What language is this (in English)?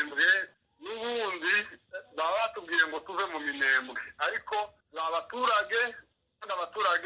Kinyarwanda